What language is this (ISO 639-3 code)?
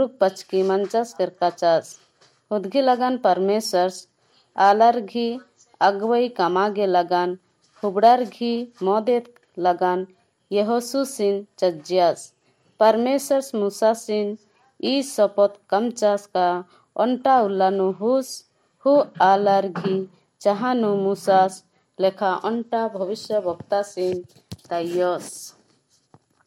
kru